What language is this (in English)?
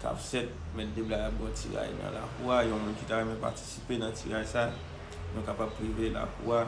Haitian Creole